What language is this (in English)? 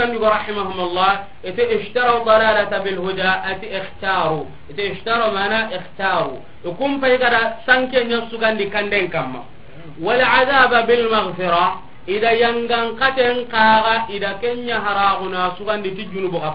Soninke